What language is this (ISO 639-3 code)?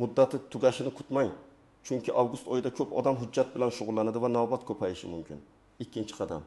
uzb